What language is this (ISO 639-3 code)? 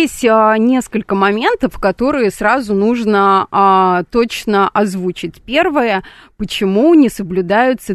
rus